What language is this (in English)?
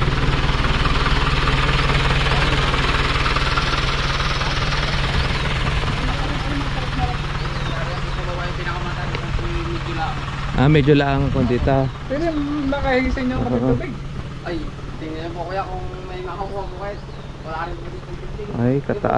Filipino